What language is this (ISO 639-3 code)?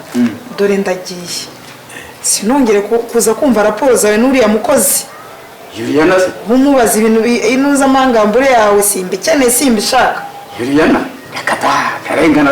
kin